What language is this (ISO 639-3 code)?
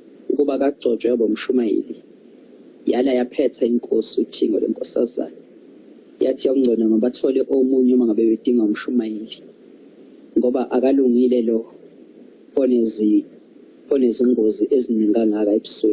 zul